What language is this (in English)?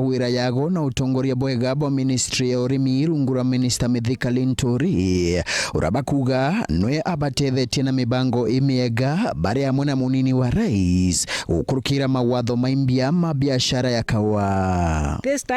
Meru